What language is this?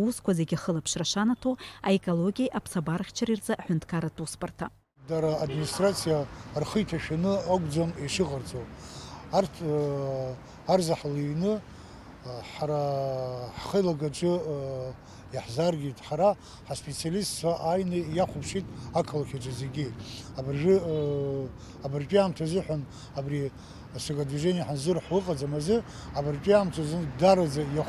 Abkhazian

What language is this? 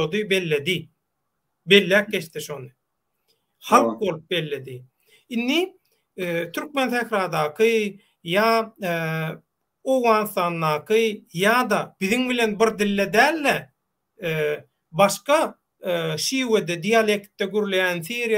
Turkmen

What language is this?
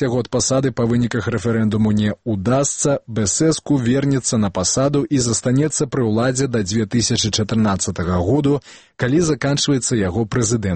Belarusian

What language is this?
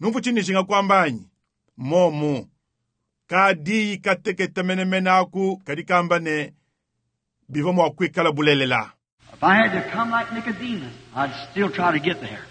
Luba-Lulua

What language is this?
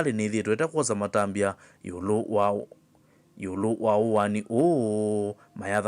Kamba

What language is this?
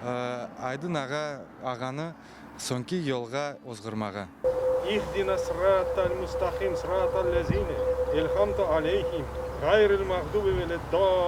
Crimean Tatar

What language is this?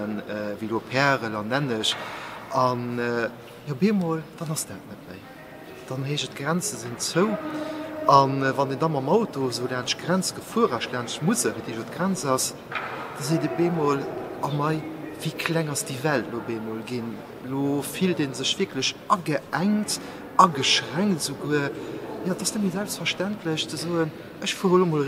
Luxembourgish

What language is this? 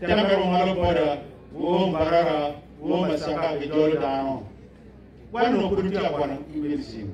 Acoli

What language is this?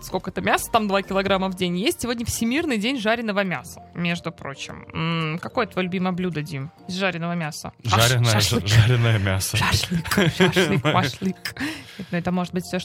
Russian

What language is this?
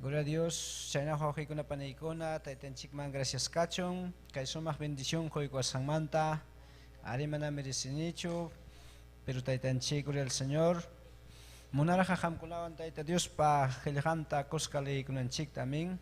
Ayacucho Quechua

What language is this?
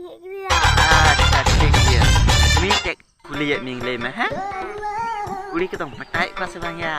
Santali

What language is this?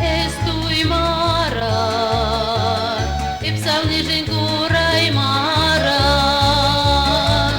Chuvash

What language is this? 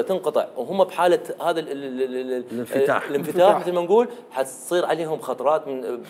Mesopotamian Arabic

